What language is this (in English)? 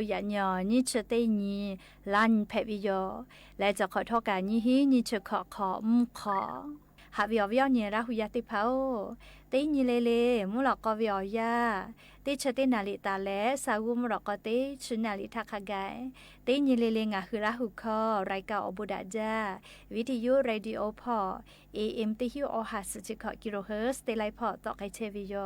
Lahu